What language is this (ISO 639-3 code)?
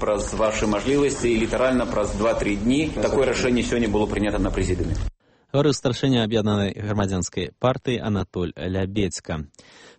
bel